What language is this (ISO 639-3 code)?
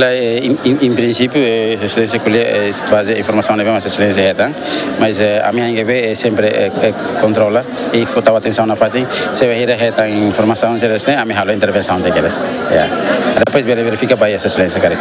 tet